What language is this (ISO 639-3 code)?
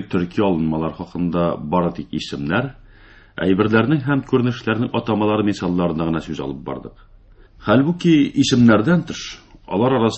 tat